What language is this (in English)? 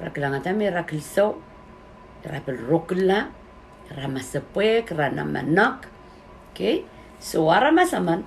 Pohnpeian